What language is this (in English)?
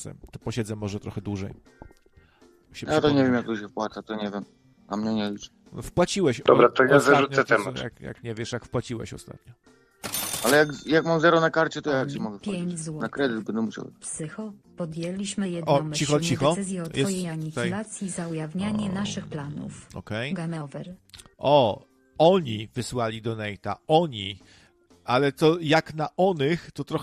Polish